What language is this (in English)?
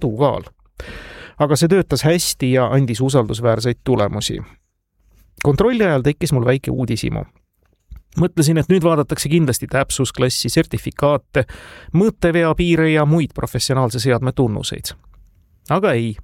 Estonian